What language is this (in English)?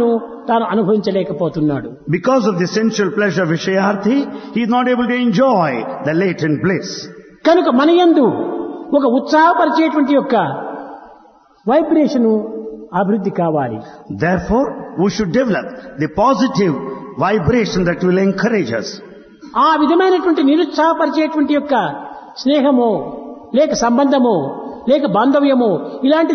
Telugu